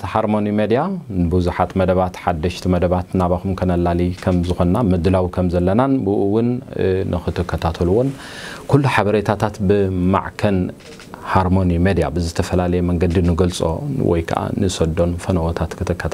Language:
Tigrinya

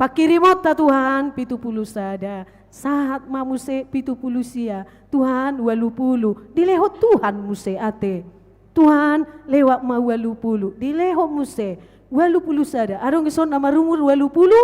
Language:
Batak Toba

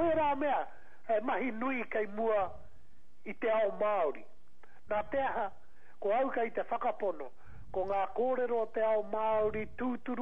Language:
Māori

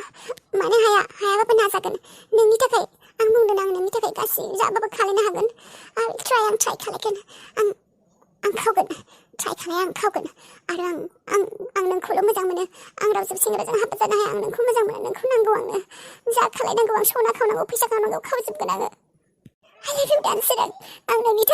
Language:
Bodo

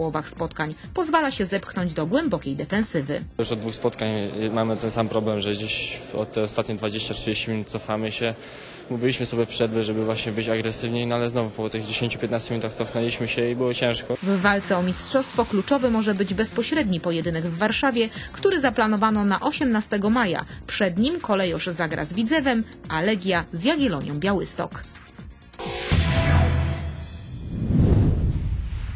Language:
Polish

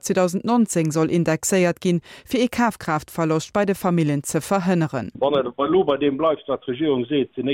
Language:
Luxembourgish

